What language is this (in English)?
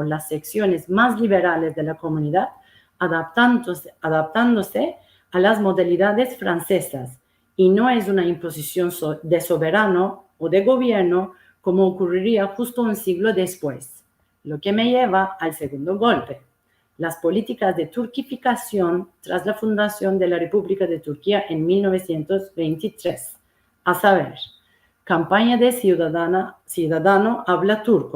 Ladino